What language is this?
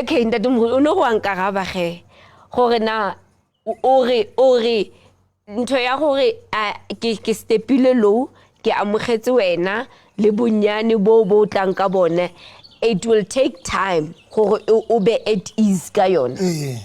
Southern Sotho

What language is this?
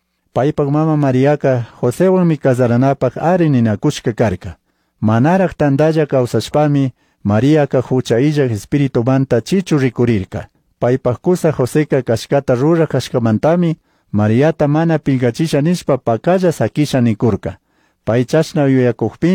Chimborazo Highland Quichua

